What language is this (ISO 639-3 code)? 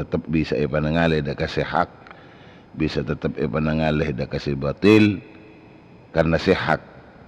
mad